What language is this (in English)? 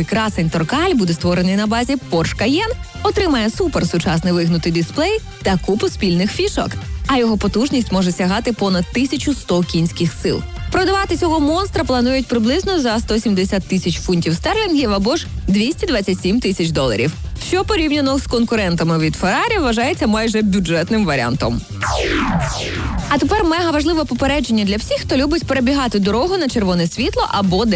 Ukrainian